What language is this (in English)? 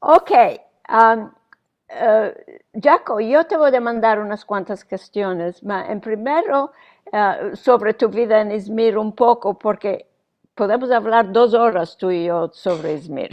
Ladino